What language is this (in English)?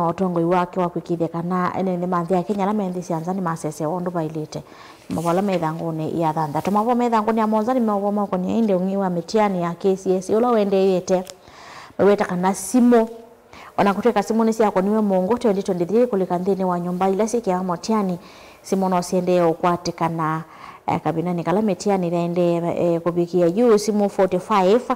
Kamba